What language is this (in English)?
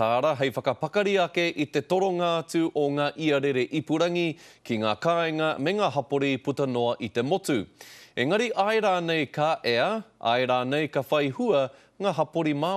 Māori